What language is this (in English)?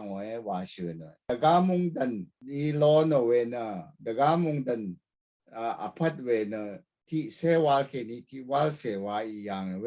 Rawang